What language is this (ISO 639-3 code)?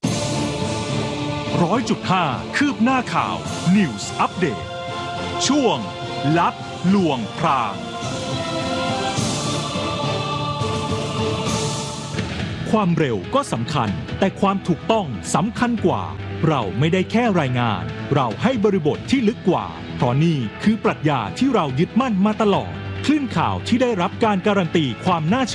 tha